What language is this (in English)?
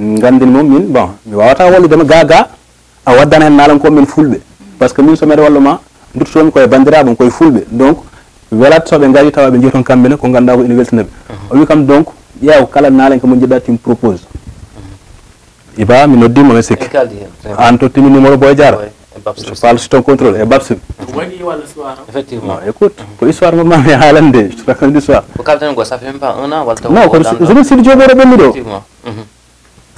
Fula